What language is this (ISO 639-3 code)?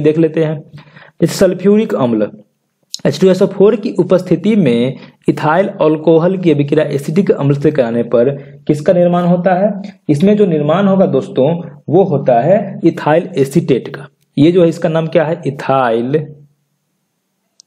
hin